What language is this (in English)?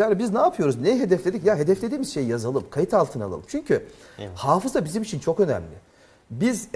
Turkish